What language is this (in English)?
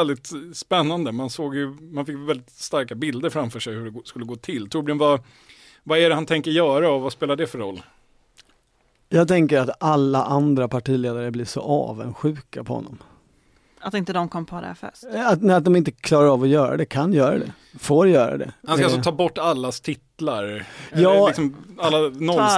Swedish